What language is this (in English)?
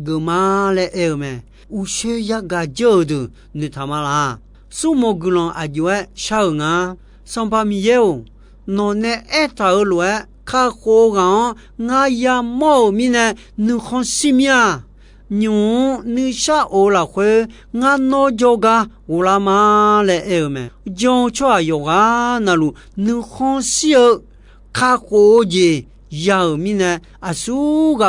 Akha